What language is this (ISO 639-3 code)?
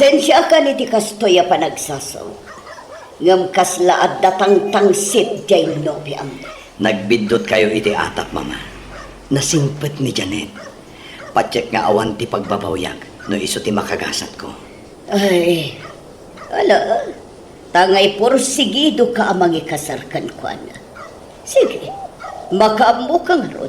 ilo